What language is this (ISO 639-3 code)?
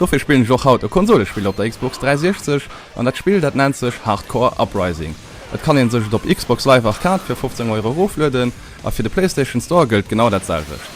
ltz